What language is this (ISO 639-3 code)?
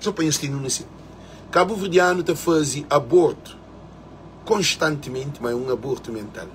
kea